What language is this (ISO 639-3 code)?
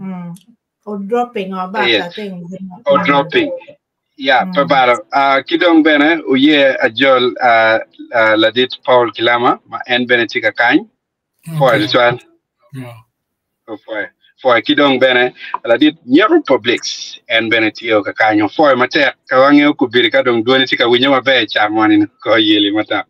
ach